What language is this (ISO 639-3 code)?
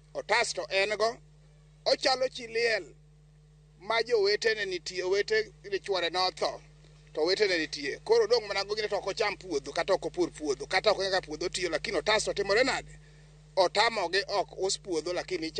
luo